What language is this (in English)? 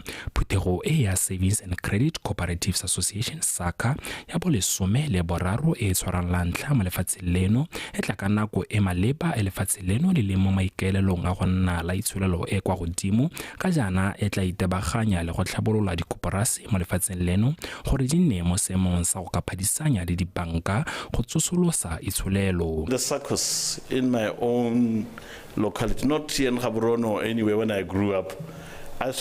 Tswana